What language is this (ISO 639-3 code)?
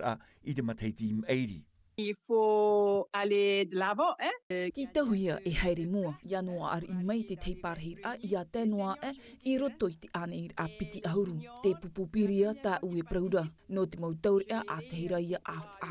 tah